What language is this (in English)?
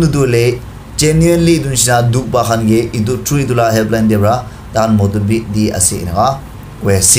Naga Pidgin